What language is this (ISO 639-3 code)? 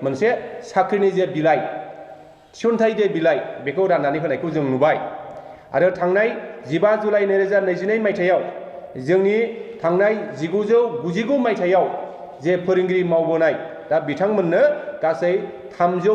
brx